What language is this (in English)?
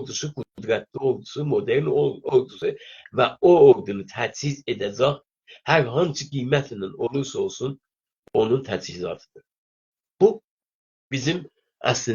South Azerbaijani